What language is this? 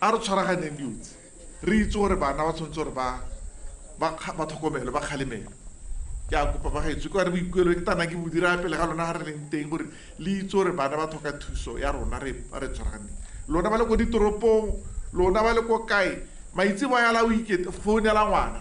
Tswana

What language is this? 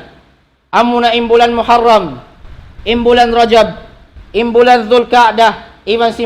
Tausug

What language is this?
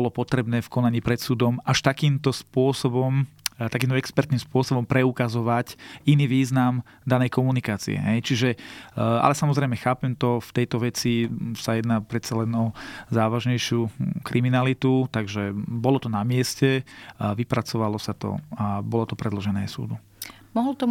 Slovak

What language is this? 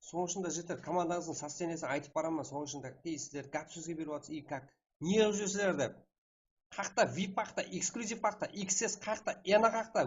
Kara-Kalpak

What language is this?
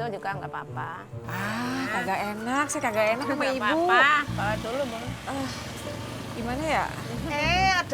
Betawi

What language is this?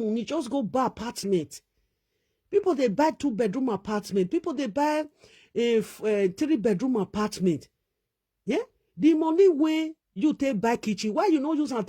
Nigerian Pidgin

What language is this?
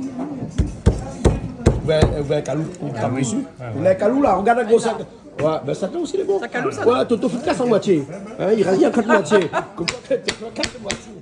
Réunion Creole French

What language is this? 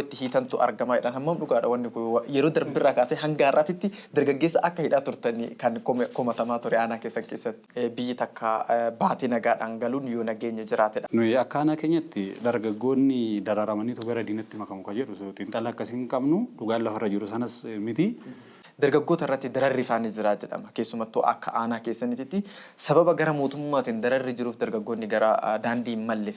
Oromo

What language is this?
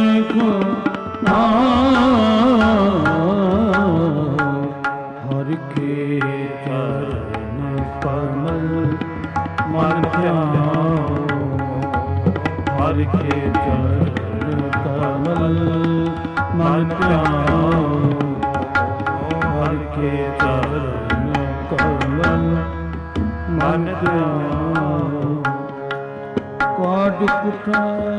Punjabi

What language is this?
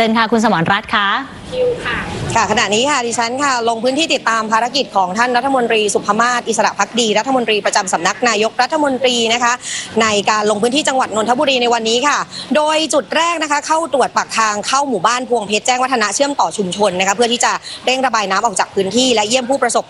Thai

